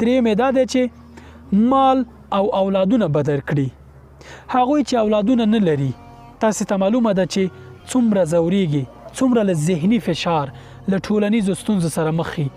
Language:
Pashto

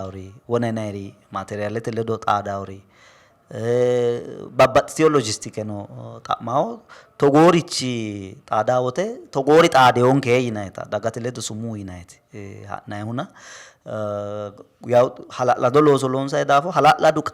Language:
Sidamo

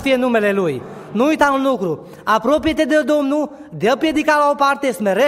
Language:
Romanian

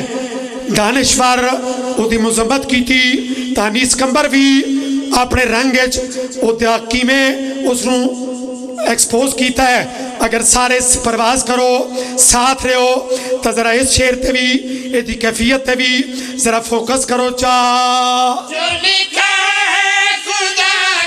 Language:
Pahari-Potwari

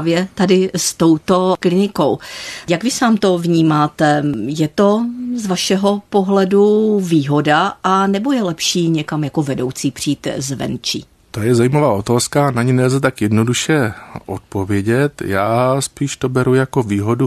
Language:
Czech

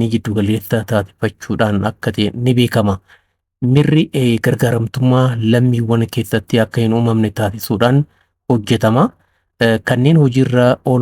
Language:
Oromo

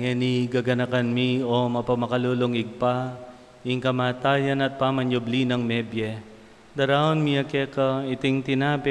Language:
Pampanga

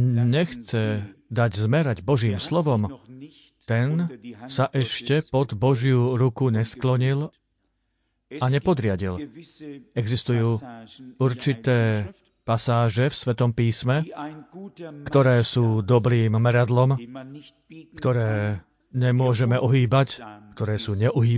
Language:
Slovak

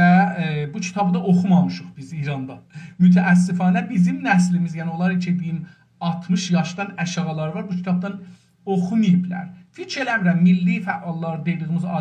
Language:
South Azerbaijani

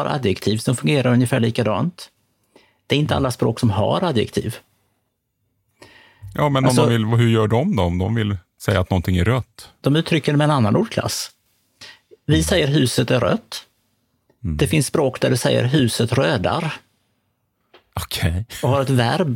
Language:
Swedish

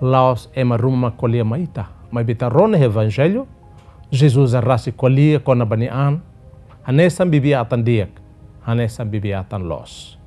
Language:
Tetum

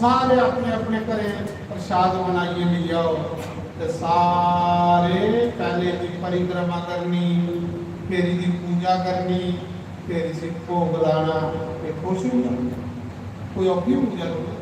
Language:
Dogri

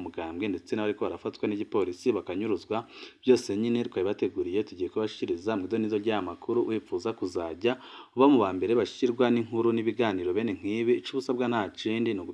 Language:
Rundi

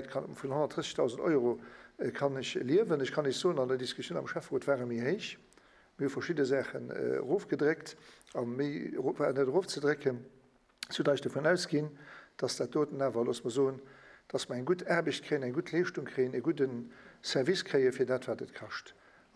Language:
Luxembourgish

